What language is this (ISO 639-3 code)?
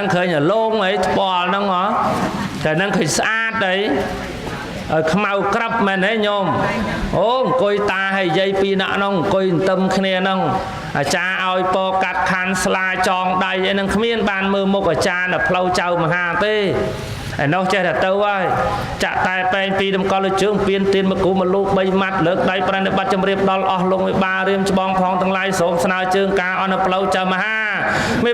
khm